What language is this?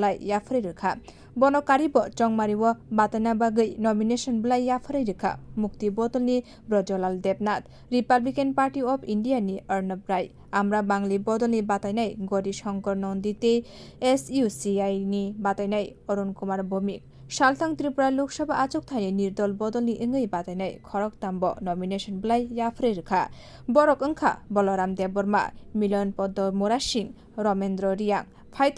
Kok Borok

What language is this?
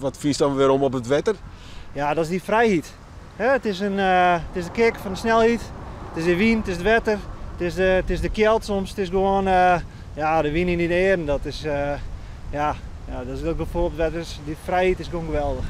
Western Frisian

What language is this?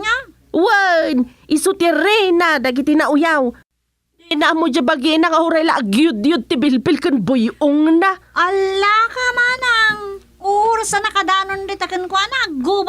Iloko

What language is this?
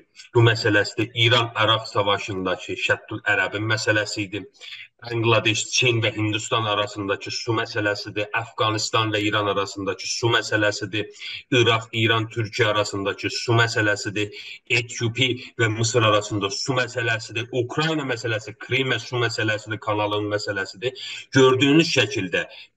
South Azerbaijani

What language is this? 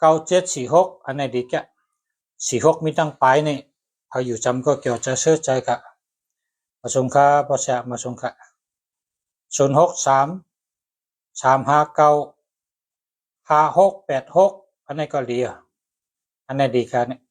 Shan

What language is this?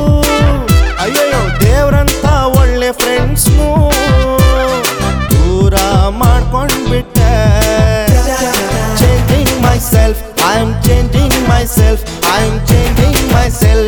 Kannada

